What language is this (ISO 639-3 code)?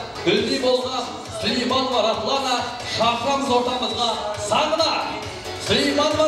kaa